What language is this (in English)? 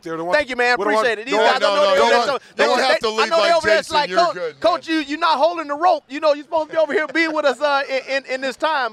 English